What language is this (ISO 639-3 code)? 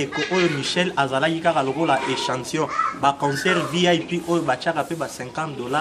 lin